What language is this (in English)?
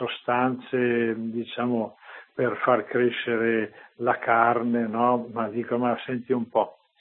Italian